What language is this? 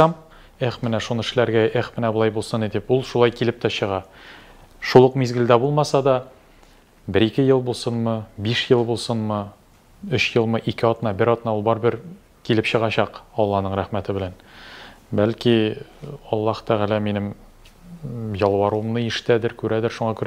Tatar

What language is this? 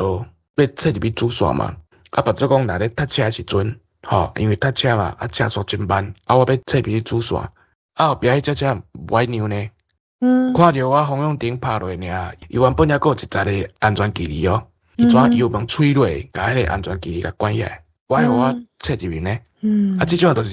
Min Nan Chinese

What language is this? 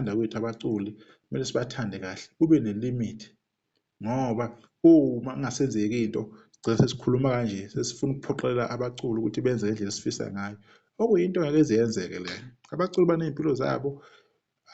Zulu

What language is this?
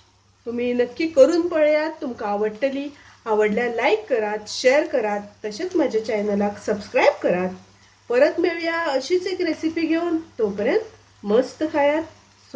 Konkani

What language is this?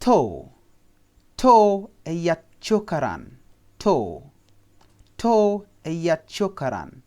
Nuer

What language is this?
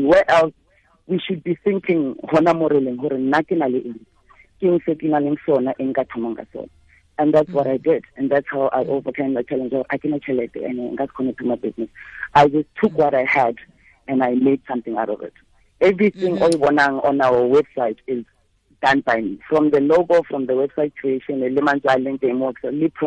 Tswana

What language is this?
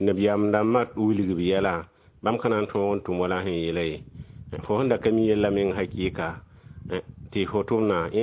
Mossi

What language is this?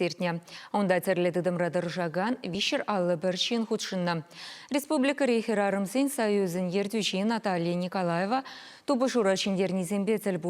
Chuvash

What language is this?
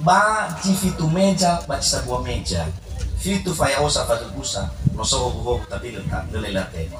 Nias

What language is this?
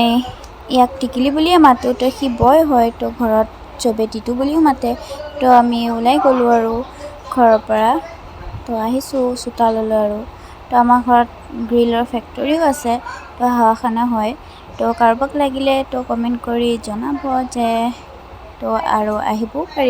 Assamese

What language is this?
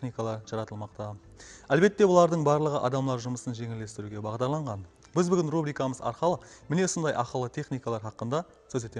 Kara-Kalpak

